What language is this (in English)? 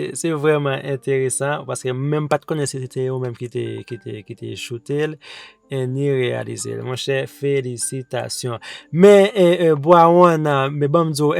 Haitian Creole